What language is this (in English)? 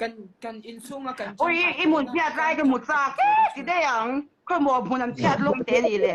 Mizo